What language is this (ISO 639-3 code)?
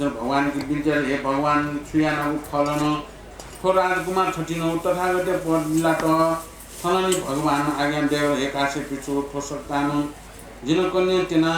new